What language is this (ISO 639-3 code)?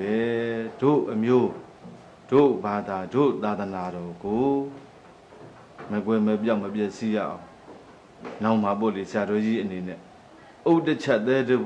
mya